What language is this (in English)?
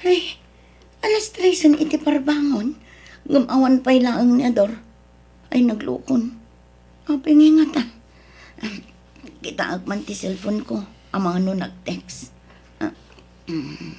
Iloko